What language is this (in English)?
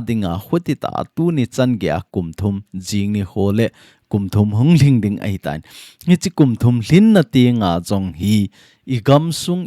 Thado Chin